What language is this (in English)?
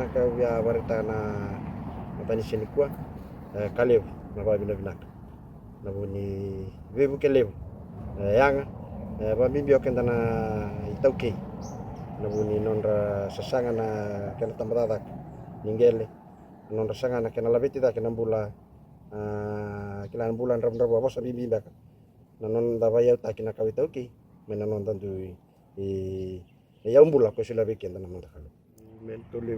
Fijian